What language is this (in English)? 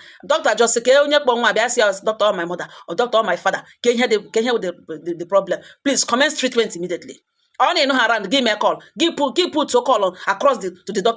Igbo